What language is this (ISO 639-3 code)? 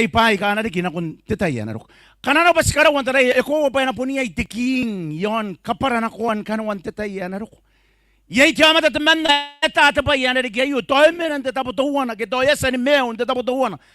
gil